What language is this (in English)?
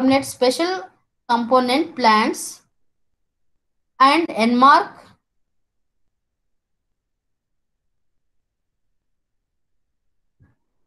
Kannada